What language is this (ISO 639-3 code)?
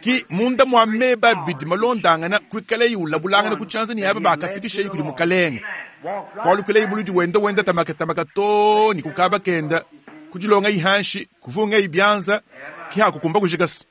lua